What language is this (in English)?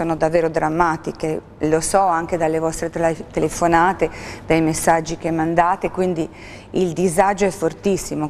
Italian